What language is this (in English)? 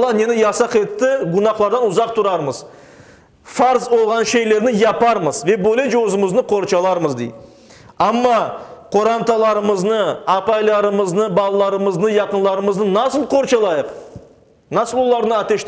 Crimean Tatar